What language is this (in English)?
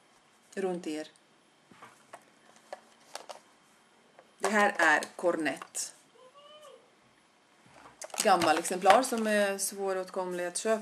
Swedish